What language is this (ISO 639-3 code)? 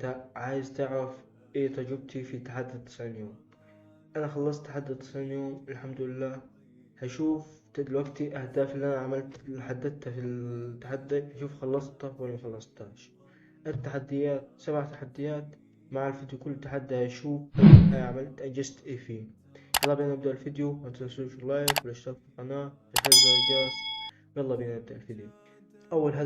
arz